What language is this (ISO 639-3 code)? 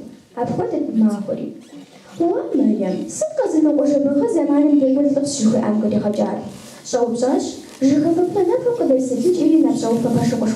kbd